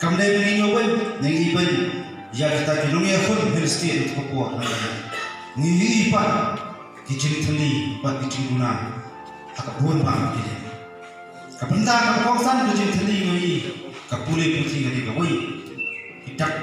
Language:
Khasi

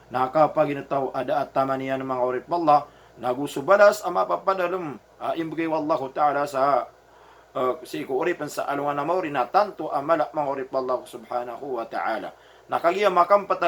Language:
Maranao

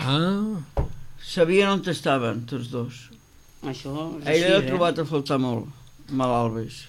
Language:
Catalan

